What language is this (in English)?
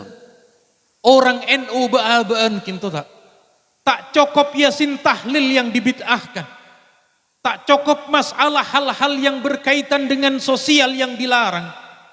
Madurese